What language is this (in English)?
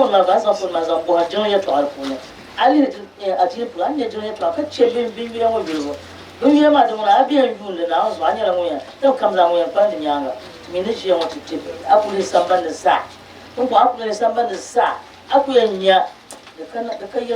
Dagbani